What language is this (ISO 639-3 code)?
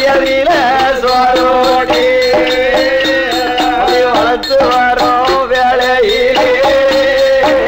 tam